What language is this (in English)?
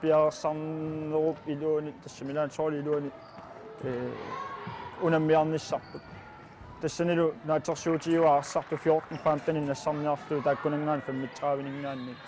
Kalaallisut